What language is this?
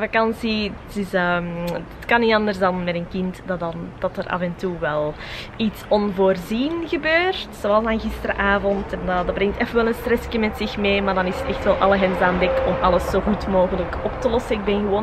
Dutch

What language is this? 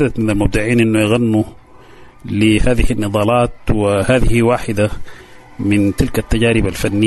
Sudanese Arabic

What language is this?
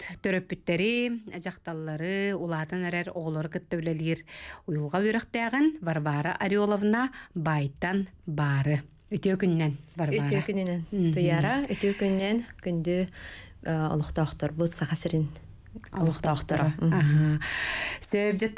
Yakut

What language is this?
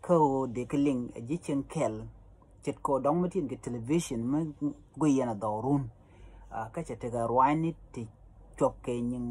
Nuer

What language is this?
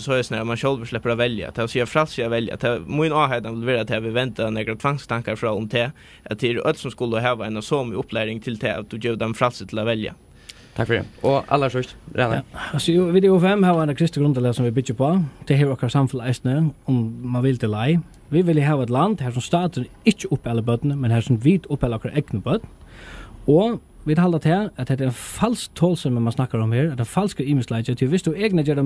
Faroese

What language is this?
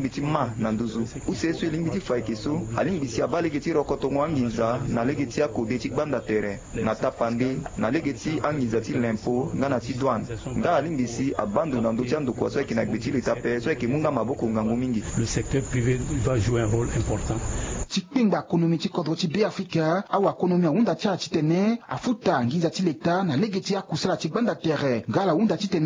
Sango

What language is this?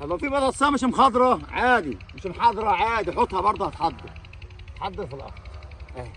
Egyptian Arabic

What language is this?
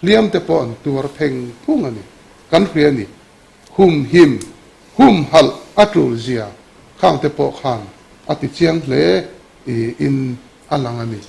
Mizo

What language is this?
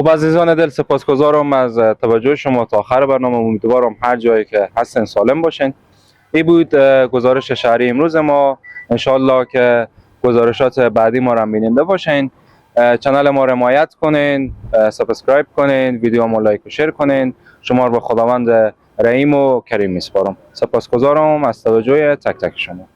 Persian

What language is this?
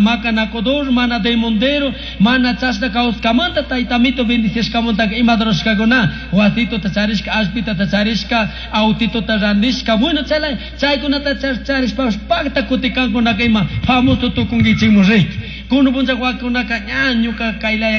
Chimborazo Highland Quichua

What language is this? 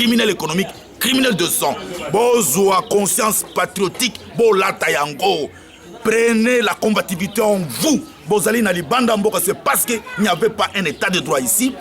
Lingala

